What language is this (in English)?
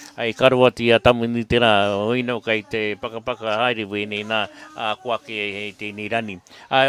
Māori